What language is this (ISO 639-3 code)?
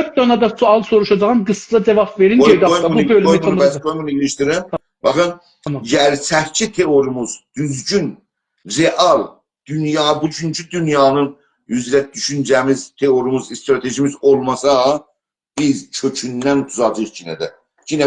azb